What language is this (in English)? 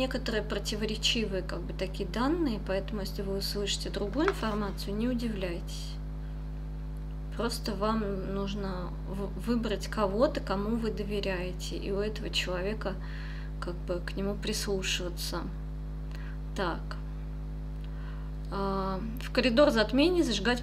Russian